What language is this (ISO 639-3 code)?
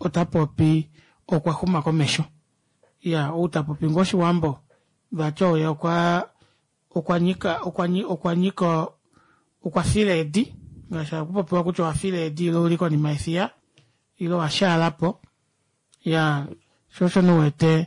kua